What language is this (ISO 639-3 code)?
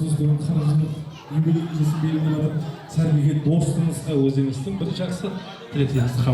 kaa